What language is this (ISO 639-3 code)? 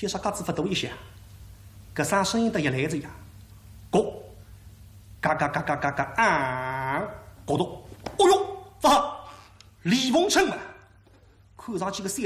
wuu